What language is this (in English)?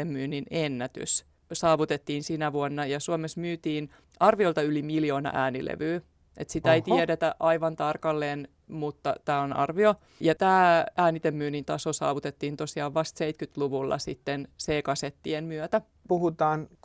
Finnish